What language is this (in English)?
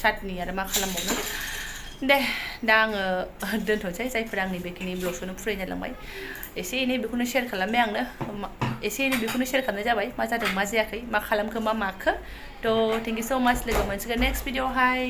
Bodo